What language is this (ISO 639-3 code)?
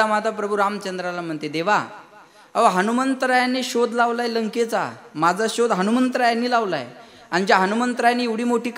mar